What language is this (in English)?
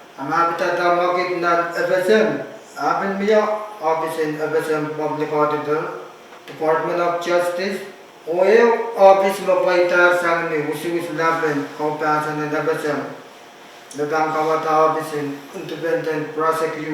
Pohnpeian